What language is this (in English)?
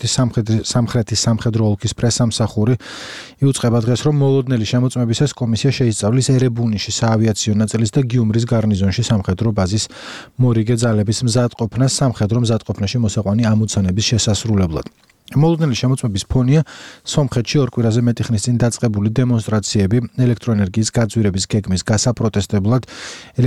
Georgian